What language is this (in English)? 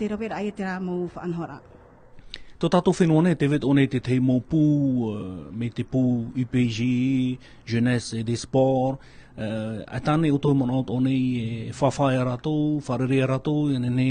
Tahitian